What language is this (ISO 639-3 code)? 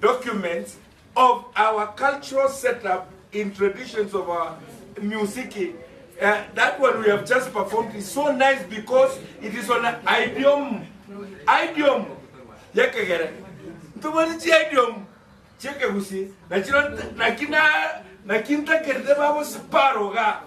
guz